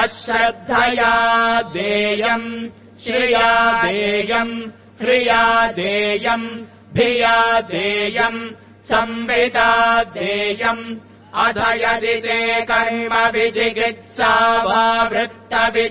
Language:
Sanskrit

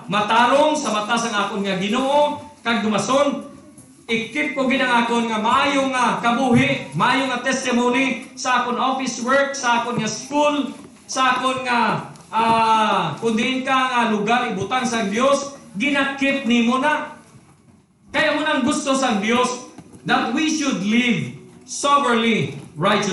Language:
Hiligaynon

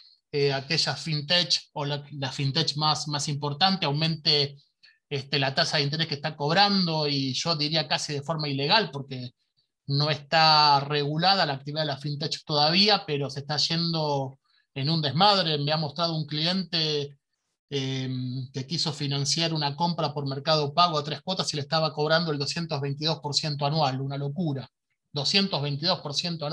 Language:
Spanish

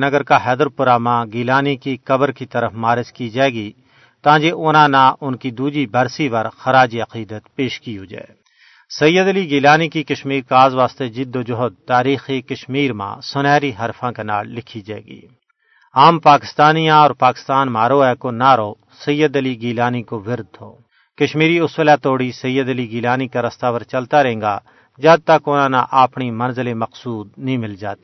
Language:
Gujari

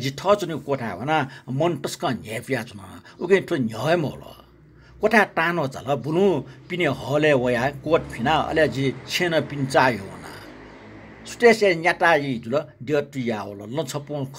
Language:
Newari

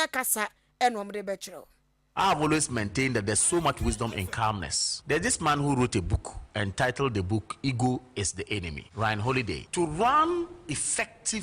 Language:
Akan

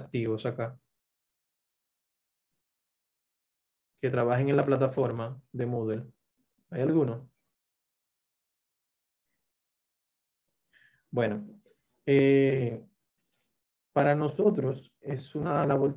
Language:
Spanish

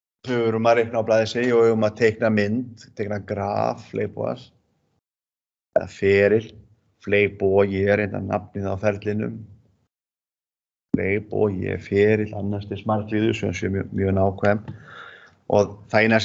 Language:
Icelandic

